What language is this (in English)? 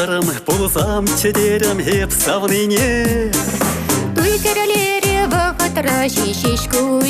Chuvash